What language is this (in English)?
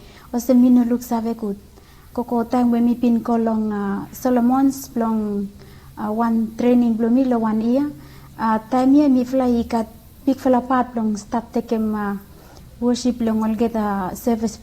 Bislama